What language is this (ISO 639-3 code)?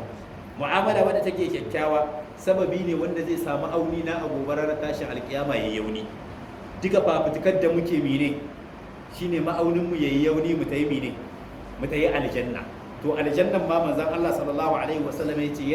hau